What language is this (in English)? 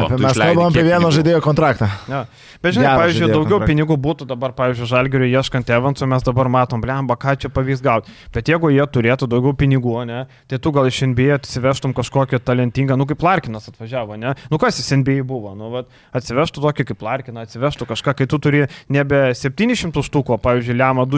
Lithuanian